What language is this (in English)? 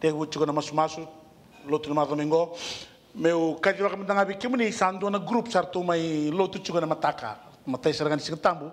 Fijian